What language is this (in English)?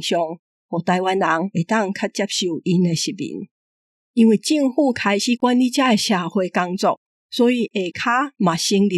Min Nan Chinese